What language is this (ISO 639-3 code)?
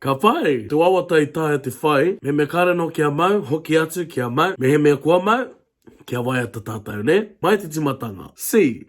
mri